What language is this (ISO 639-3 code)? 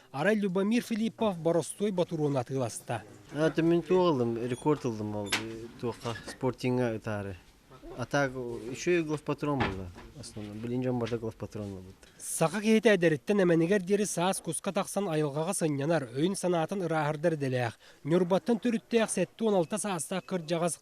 sah